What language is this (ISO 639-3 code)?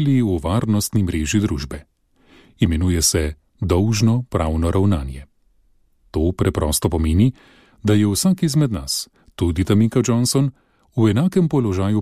slv